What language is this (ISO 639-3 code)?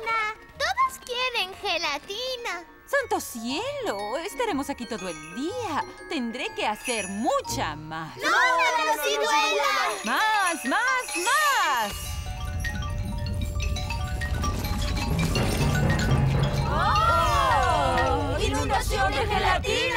spa